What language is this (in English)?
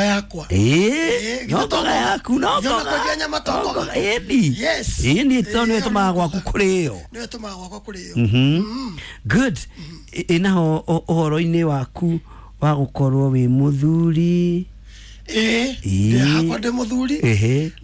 Kikuyu